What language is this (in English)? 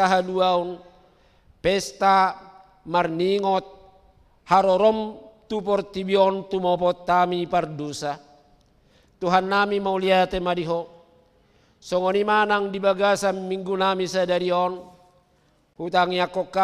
Batak Toba